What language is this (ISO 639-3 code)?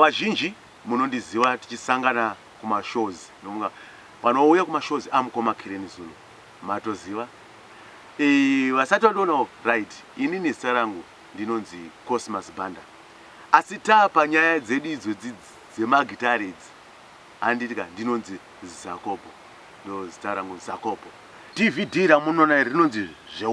sna